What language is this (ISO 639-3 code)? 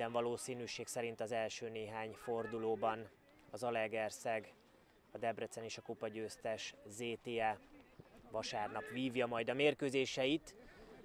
hun